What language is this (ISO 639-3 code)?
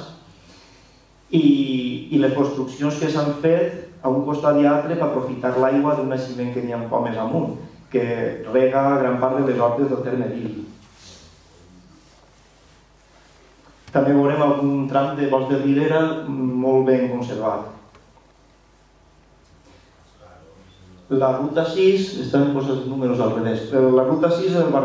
cat